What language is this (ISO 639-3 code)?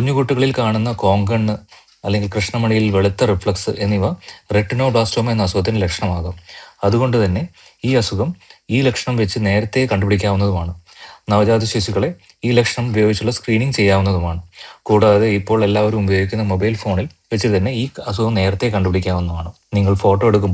mal